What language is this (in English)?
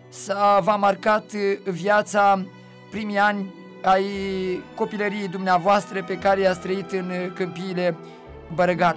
Romanian